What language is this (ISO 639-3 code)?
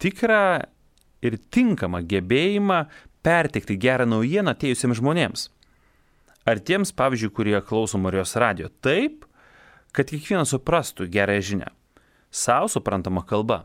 lit